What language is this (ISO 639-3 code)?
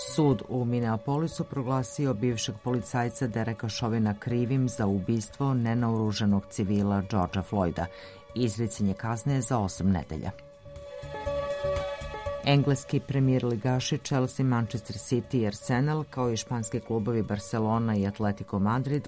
srp